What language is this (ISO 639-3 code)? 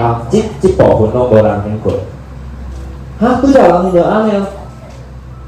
nan